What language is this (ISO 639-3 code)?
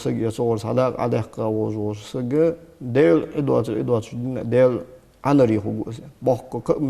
inh